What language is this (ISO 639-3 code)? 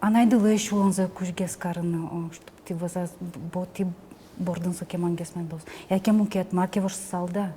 udm